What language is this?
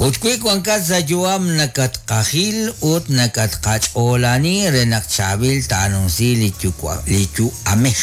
Kekchí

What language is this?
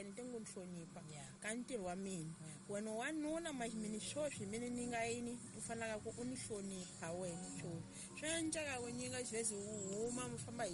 Tsonga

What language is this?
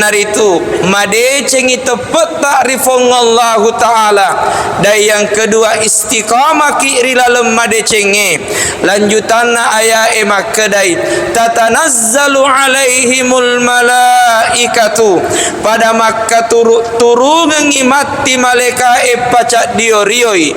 Buginese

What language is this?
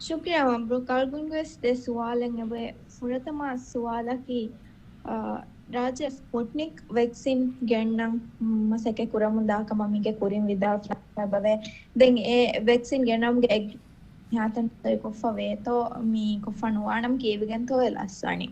Divehi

